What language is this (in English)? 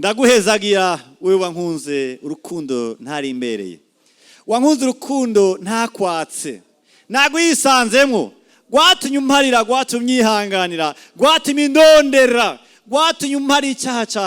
Rundi